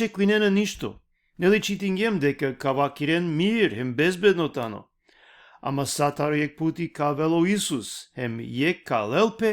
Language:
Balkan Romani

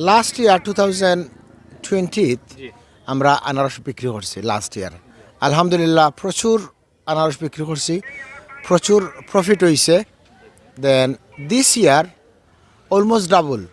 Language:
Sylheti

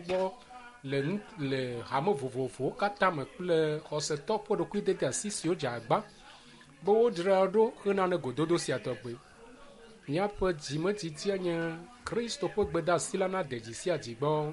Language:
Ewe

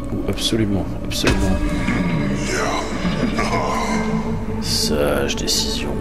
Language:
French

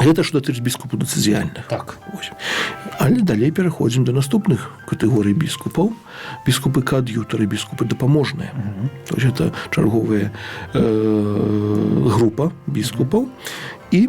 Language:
Belarusian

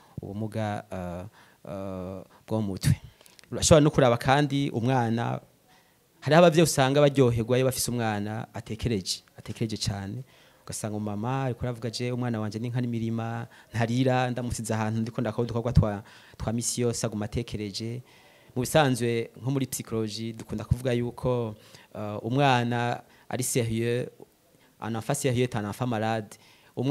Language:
Rundi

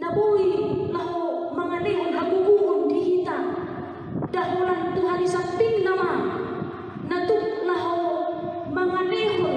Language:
Batak Toba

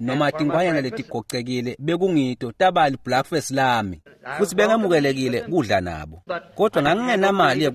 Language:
Swati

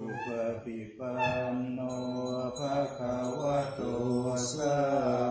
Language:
Pali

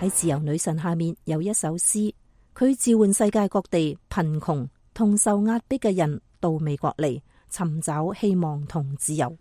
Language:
Cantonese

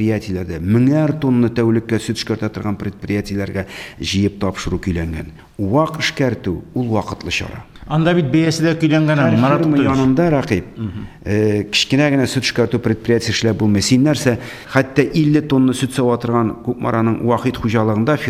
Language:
Tatar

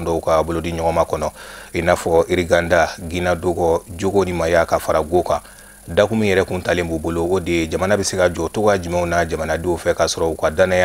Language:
Bambara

